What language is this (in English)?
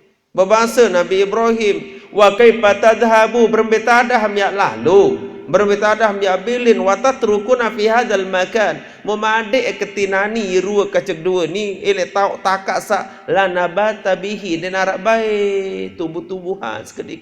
Sasak